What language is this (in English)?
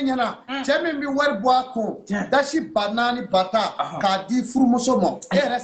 Bambara